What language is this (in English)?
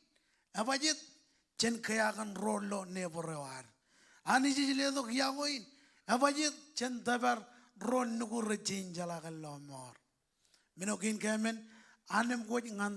Marshallese